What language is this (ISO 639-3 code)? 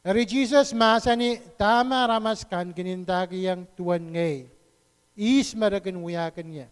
pon